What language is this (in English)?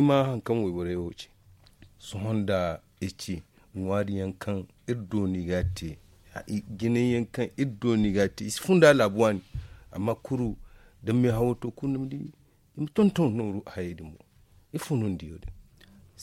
Zarma